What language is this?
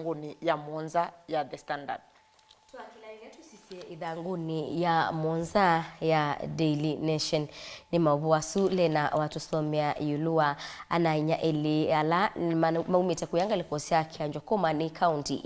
Kamba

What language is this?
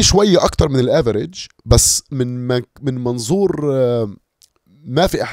North Levantine Arabic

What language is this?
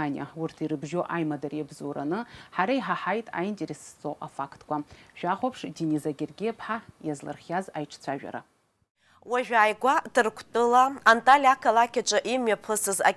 Abkhazian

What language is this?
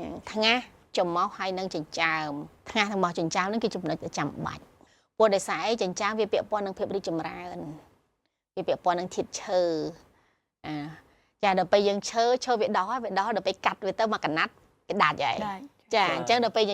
Khmer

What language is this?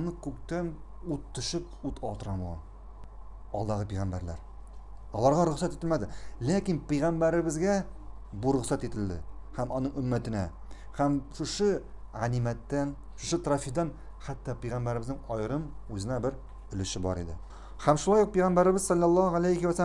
Tatar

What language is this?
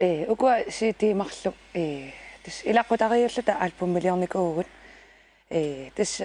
Kalaallisut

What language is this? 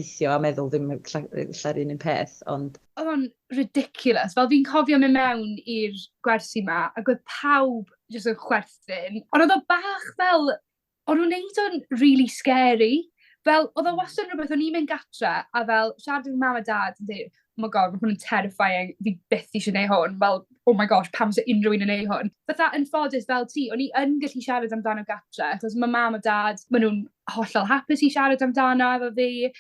Welsh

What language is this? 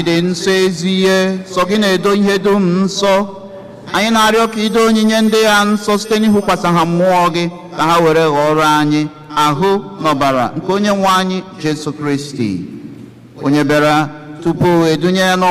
Igbo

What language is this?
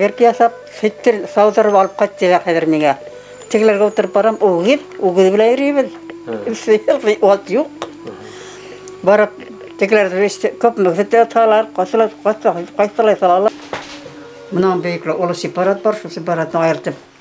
Bashkir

